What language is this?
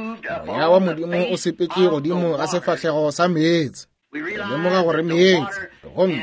Northern Sotho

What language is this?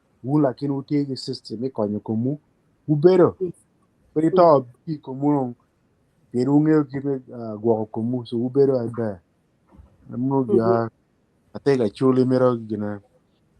Acoli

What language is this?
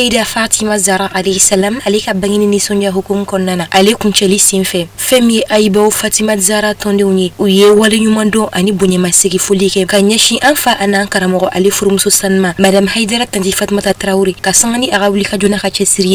Bambara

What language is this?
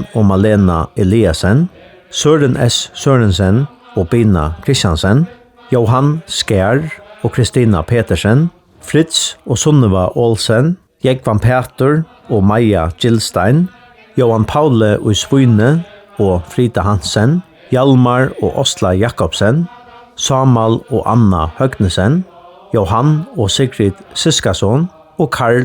Faroese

